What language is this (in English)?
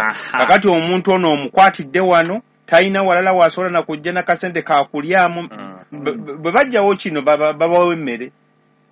Ganda